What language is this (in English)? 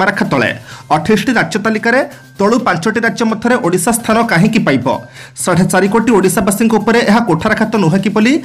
Odia